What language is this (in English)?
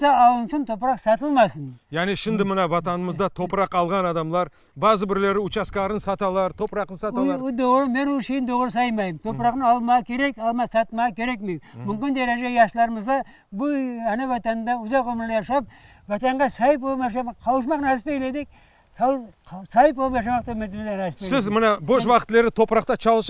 Crimean Tatar